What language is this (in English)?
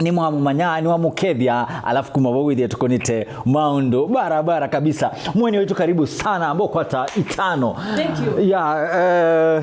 Kamba